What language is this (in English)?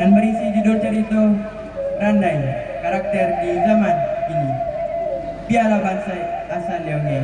Minangkabau